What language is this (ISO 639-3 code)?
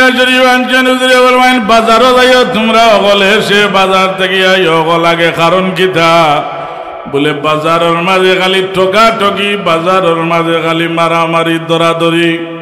syl